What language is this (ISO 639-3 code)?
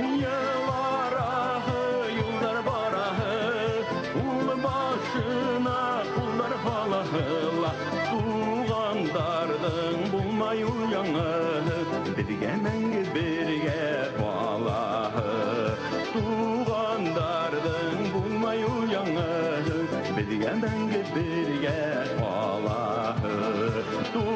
bak